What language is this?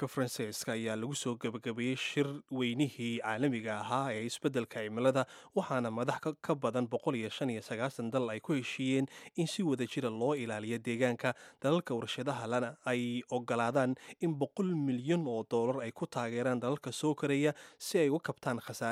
Somali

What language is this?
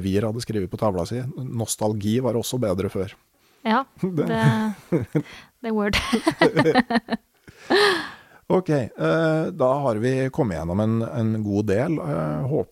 Norwegian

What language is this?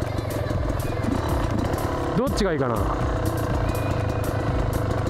Japanese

